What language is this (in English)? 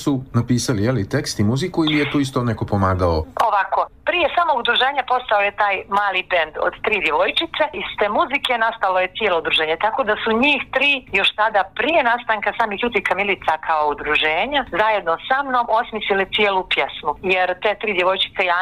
Bosnian